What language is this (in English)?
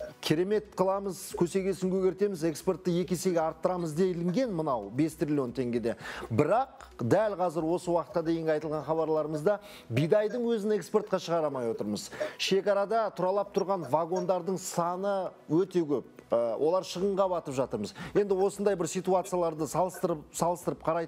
Kazakh